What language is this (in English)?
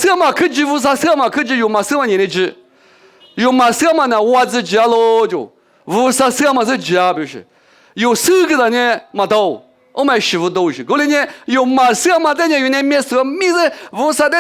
Lisu